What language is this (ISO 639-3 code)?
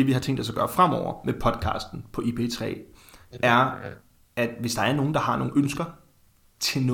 dan